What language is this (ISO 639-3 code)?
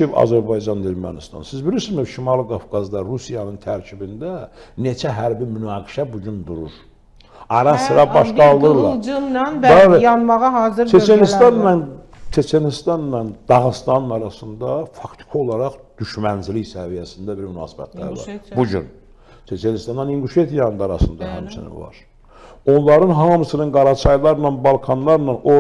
aze